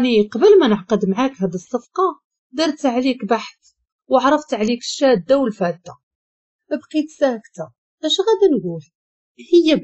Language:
Moroccan Arabic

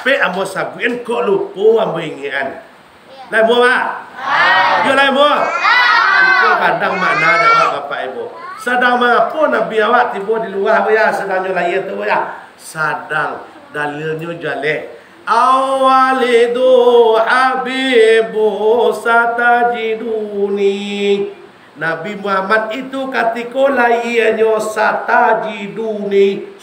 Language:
Minangkabau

